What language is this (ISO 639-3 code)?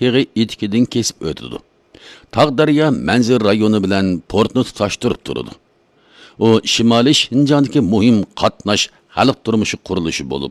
uig